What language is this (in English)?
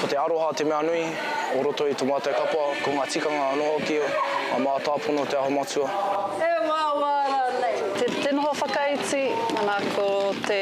Māori